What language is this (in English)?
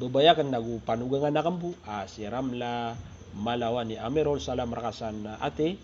Maranao